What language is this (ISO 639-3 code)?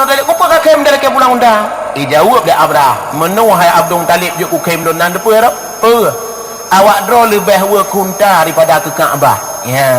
ace